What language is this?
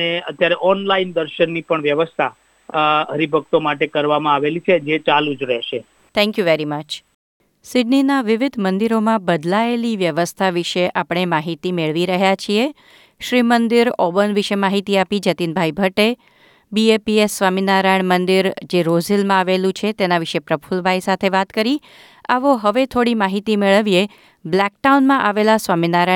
Gujarati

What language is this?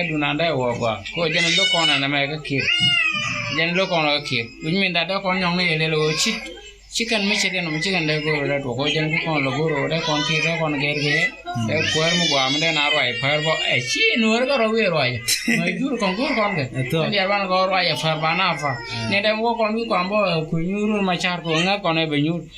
Nuer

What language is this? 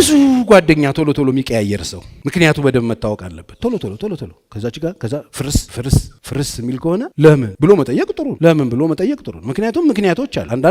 Amharic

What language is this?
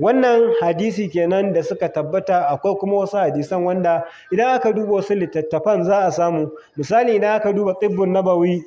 Hausa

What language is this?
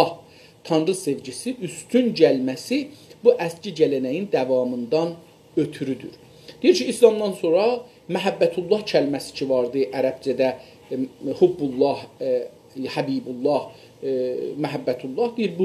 South Azerbaijani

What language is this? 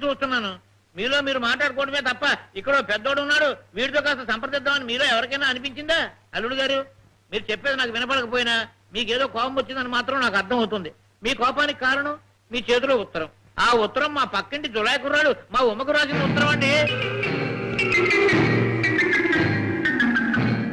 Telugu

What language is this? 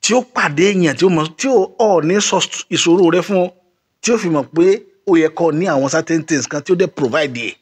Yoruba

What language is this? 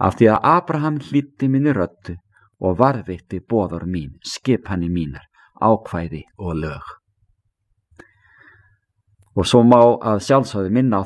Icelandic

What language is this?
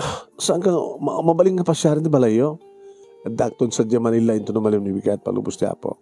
Iloko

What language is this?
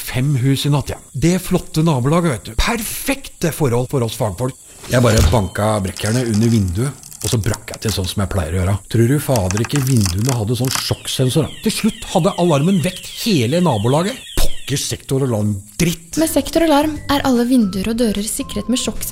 Norwegian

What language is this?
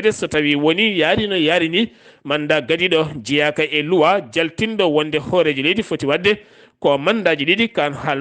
Fula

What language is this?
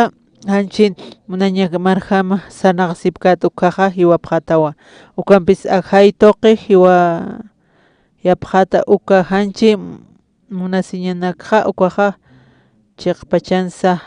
Aymara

